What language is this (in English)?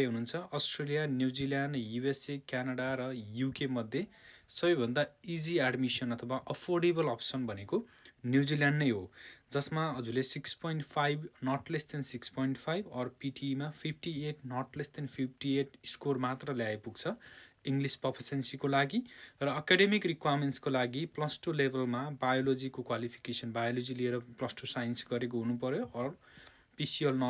Nepali